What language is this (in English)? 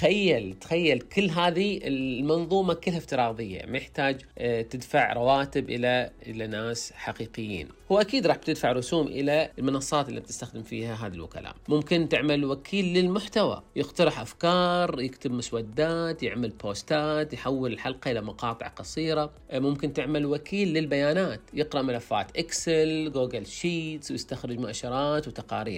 Najdi Arabic